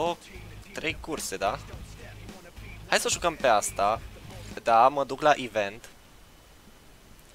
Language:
Romanian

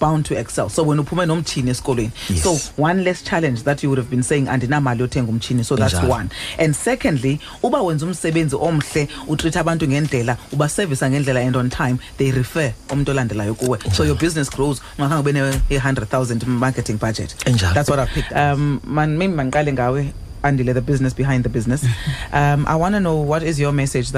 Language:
Xhosa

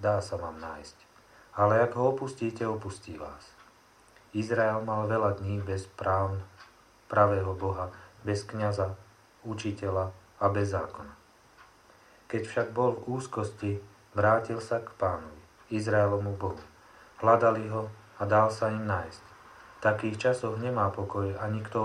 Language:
Slovak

